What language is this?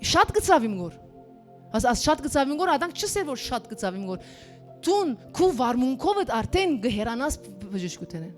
Western Armenian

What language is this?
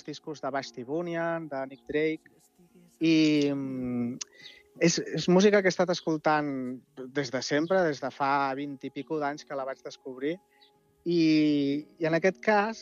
Catalan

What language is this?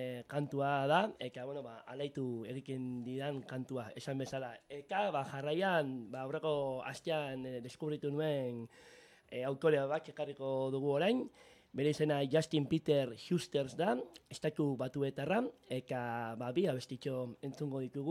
Basque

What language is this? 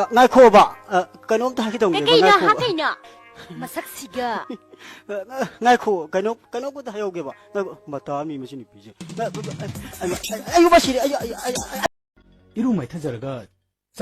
Manipuri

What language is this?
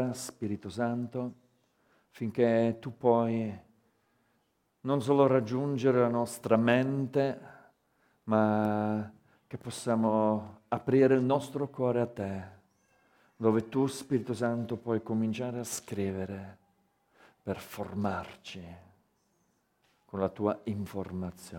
Italian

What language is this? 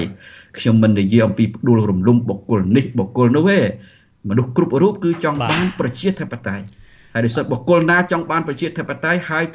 Khmer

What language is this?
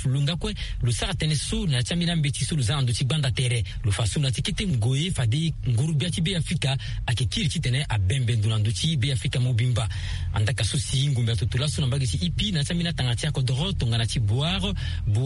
Sango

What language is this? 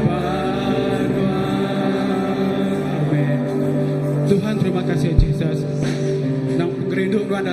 Iban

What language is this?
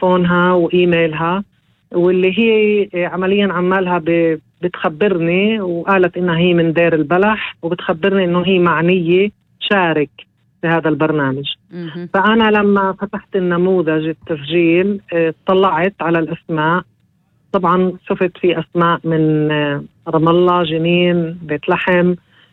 North Levantine Arabic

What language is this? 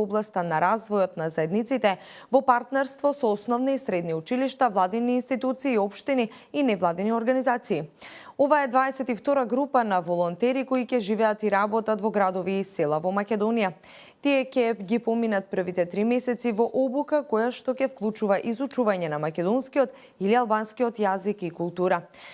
Macedonian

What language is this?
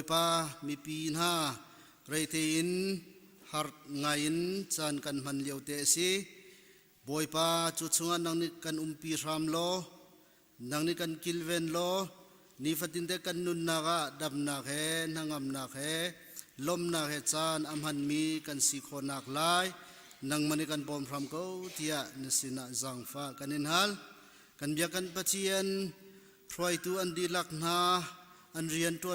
Hakha Chin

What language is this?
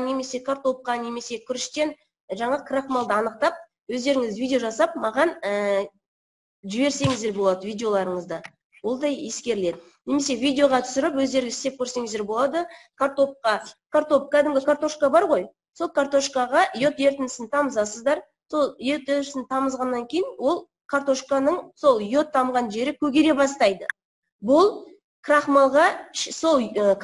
Kazakh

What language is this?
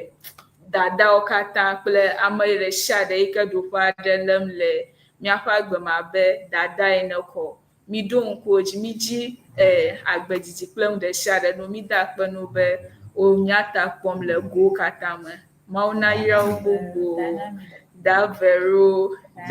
Ewe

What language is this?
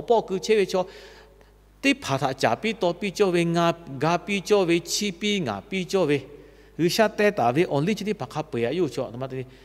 Lahu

